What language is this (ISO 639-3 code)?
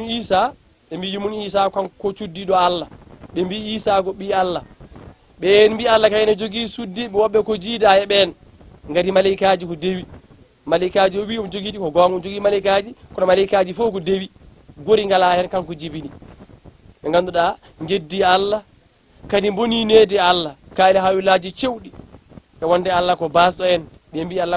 ful